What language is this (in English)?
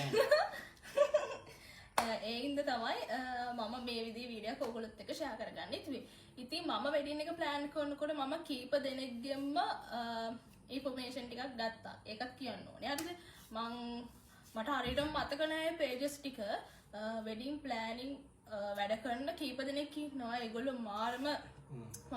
Sinhala